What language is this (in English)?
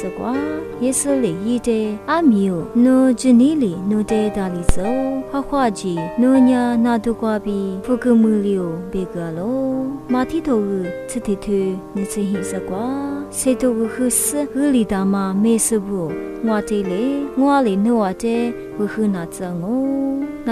Lisu